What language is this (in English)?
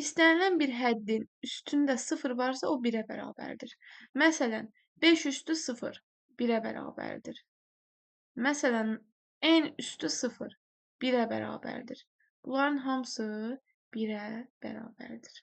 Azerbaijani